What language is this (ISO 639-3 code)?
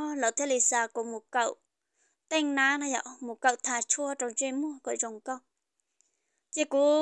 vie